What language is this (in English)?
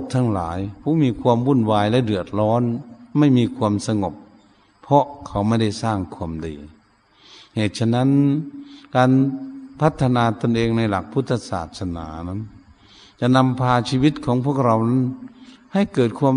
Shan